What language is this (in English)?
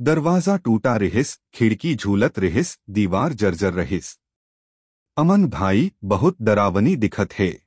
Chhattisgarhi